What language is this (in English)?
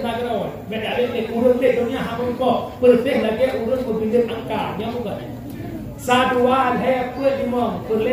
Achinese